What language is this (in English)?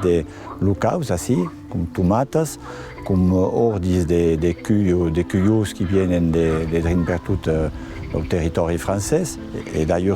Occitan